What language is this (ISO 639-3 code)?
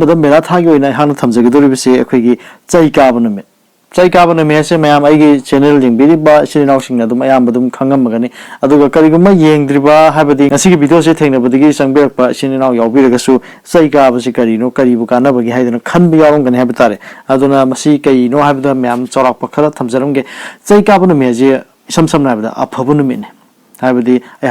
mni